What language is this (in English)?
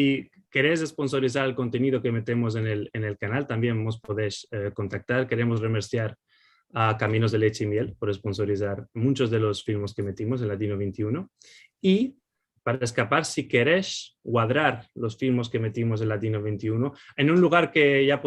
Ladino